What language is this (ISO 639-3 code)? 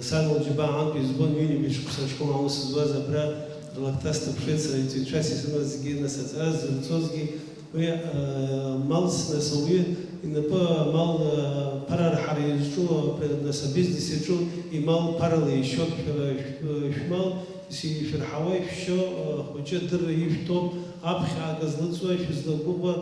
abk